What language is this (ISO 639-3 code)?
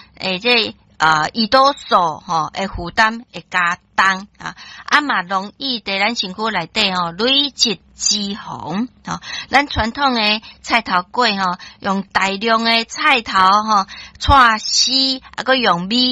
nan